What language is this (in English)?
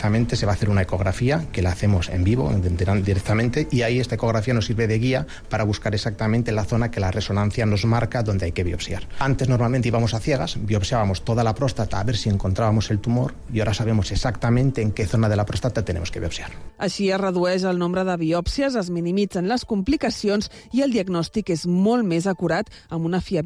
Catalan